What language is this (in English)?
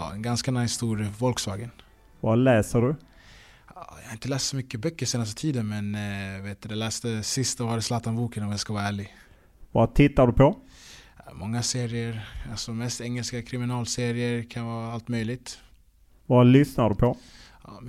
Swedish